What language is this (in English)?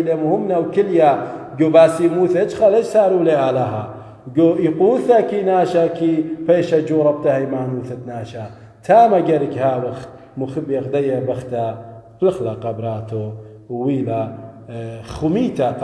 Assyrian Neo-Aramaic